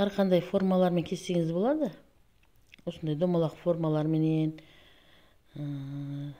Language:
Kazakh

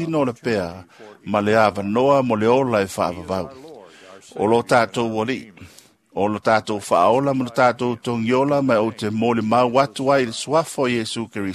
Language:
Samoan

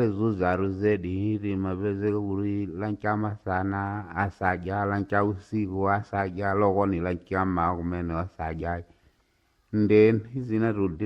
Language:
Nyanja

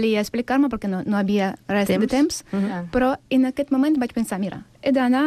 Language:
Catalan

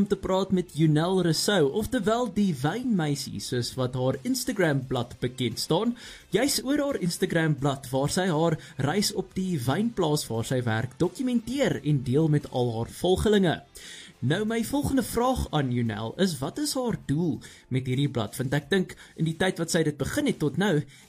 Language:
Afrikaans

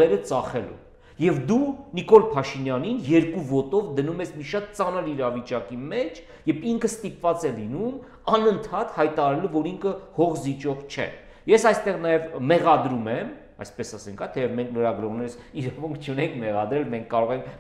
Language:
Armenian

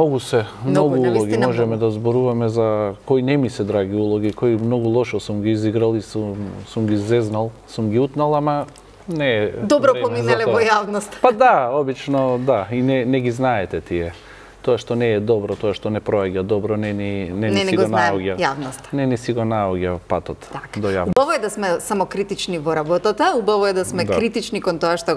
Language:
Macedonian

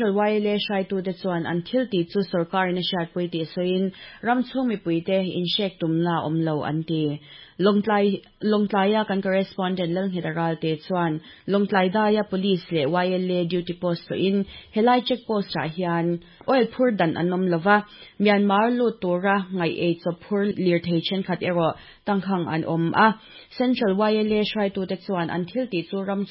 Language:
Mizo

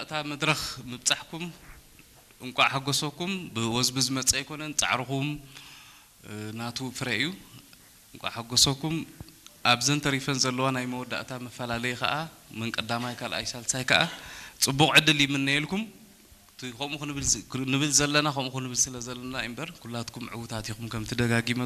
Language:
Tigrinya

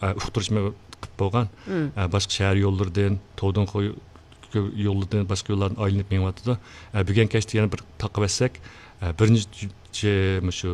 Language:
Uyghur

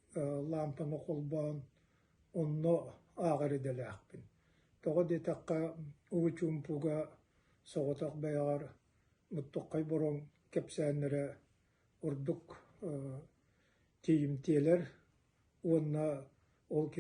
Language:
Yakut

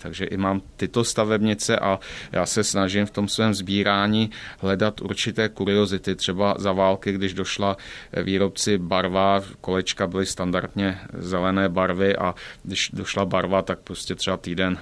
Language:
Czech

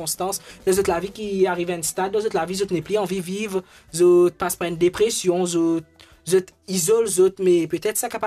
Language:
Morisyen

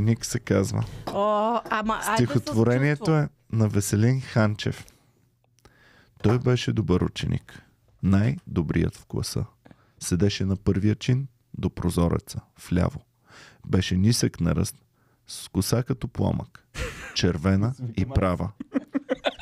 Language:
Bulgarian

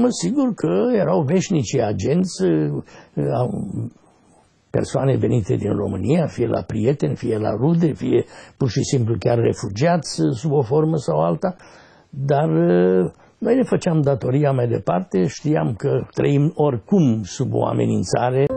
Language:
Romanian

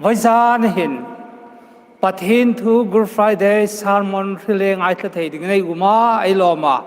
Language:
Hmar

